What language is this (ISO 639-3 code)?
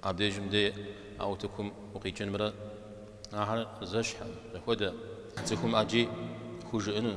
kbd